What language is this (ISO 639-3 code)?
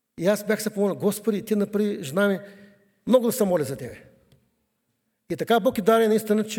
bul